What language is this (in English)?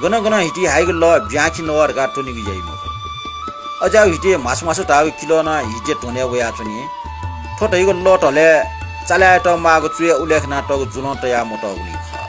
Newari